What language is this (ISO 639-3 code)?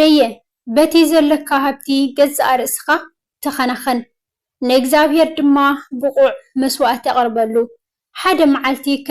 tir